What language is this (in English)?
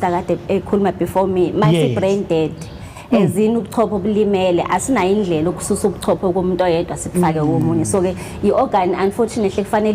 Zulu